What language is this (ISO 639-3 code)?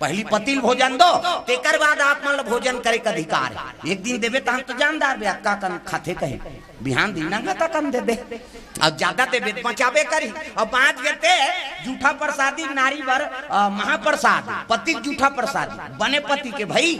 hne